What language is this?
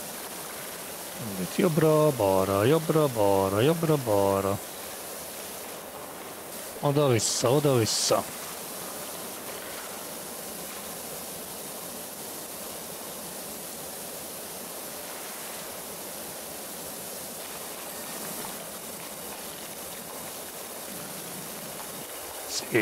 Hungarian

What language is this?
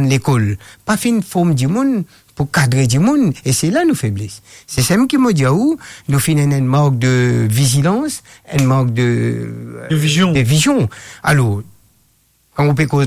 Morisyen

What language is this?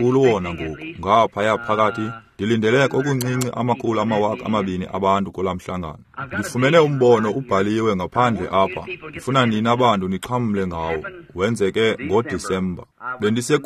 Xhosa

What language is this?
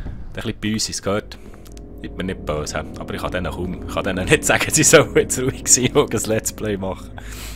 Swiss German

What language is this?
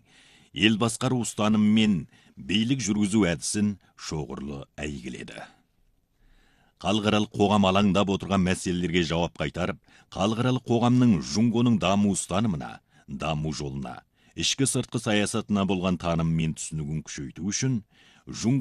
Kazakh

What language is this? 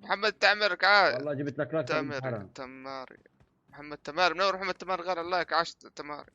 North Levantine Arabic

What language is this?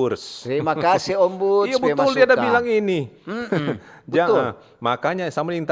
Manado Malay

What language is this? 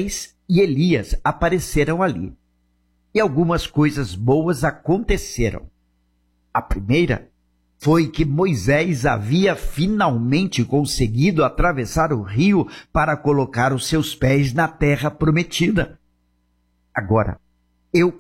Portuguese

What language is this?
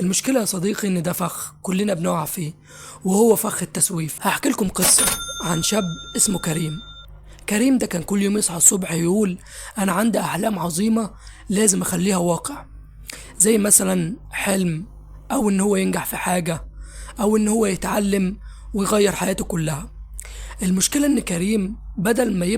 Egyptian Arabic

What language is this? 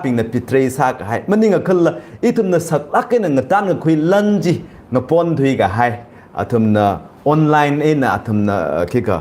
Tangkhul Naga (India)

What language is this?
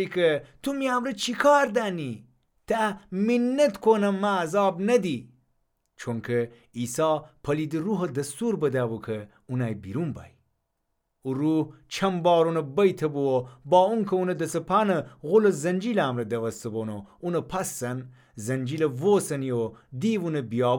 Gilaki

